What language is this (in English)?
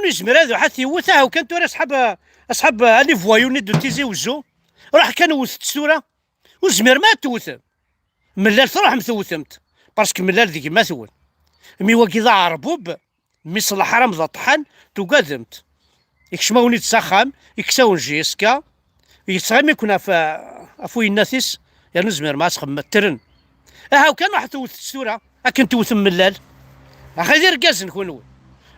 Kabyle